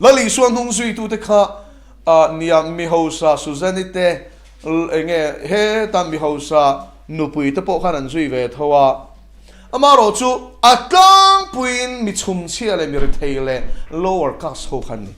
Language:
Mizo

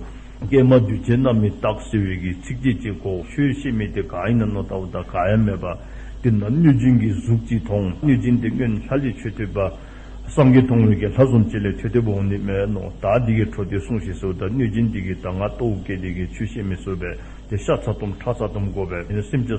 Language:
Dzongkha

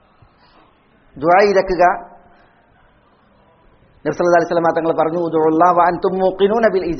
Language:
Malayalam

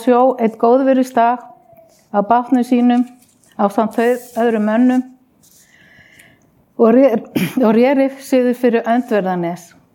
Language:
Icelandic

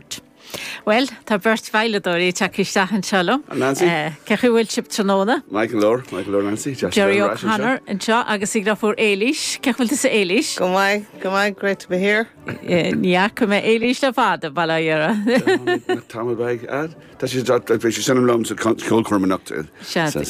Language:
Irish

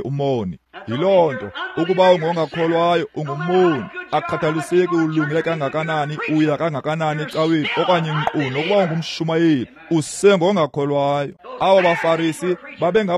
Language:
Xhosa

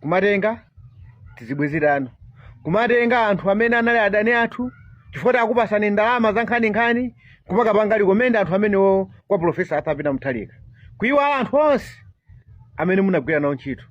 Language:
Nyanja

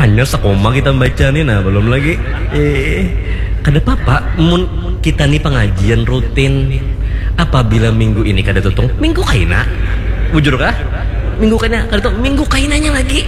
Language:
Banjar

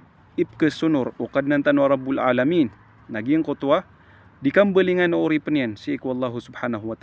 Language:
Maranao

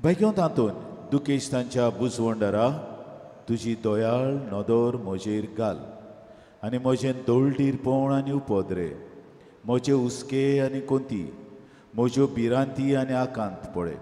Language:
Konkani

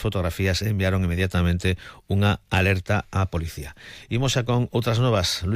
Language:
Galician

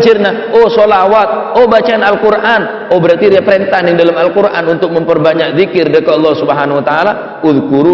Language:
Madurese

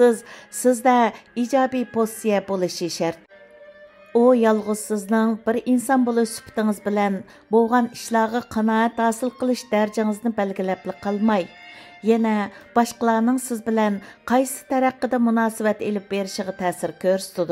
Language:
Uyghur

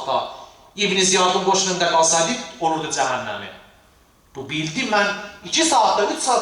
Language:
Azerbaijani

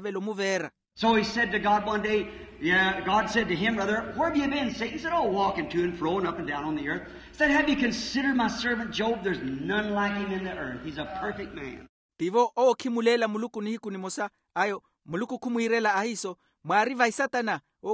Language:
Makhuwa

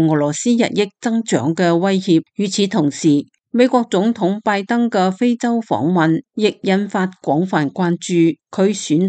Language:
Cantonese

